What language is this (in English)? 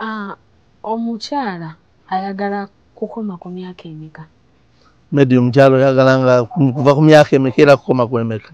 Ganda